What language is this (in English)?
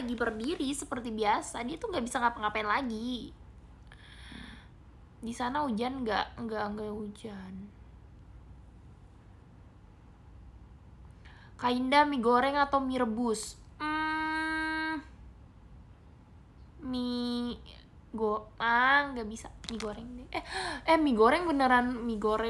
Indonesian